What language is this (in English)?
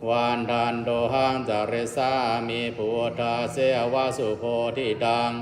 Pali